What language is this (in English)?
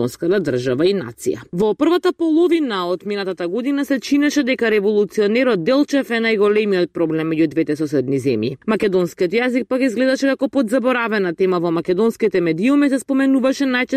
Macedonian